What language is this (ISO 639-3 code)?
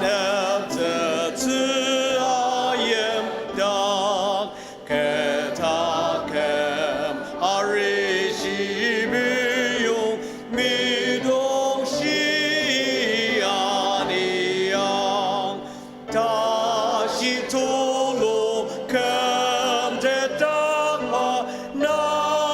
njo